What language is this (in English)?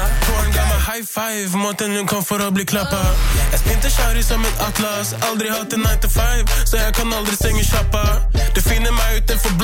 Norwegian